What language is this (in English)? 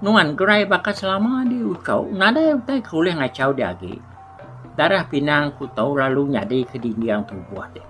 Iban